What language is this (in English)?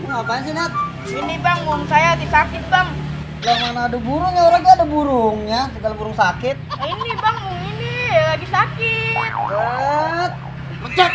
Betawi